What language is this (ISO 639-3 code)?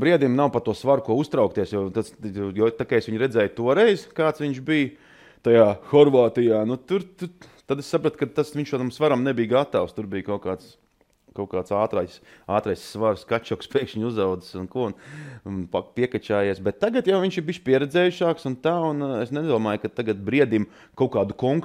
lav